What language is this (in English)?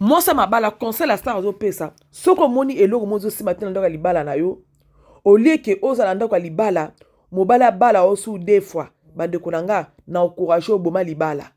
Lingala